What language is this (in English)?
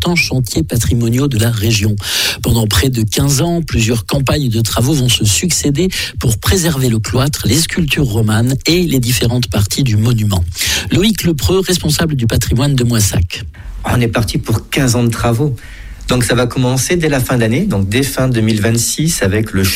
French